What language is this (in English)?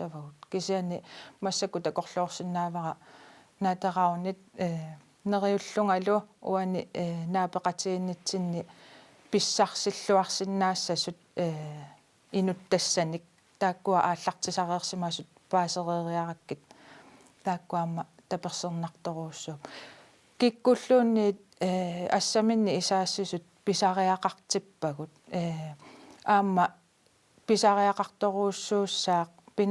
Kalaallisut